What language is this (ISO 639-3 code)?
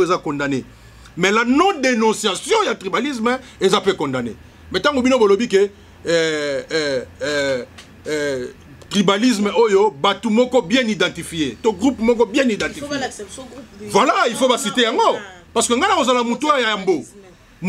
lin